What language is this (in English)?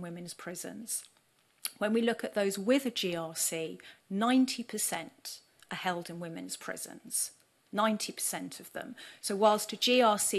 English